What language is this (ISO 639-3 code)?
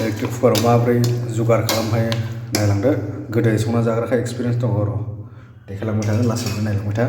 brx